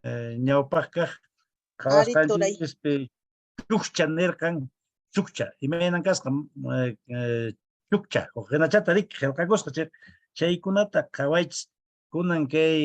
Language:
Quechua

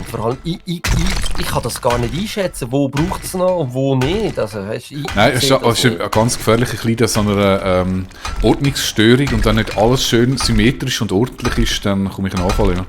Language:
Swiss German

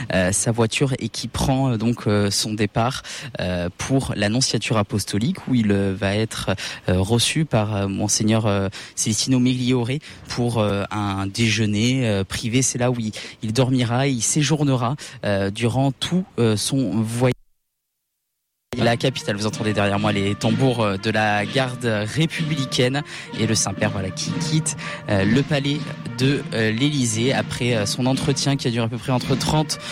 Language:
French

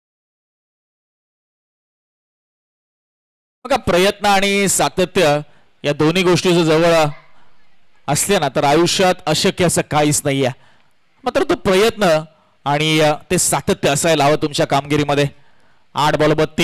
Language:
Marathi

